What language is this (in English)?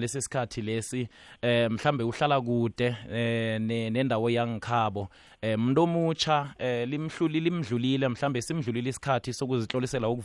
South Ndebele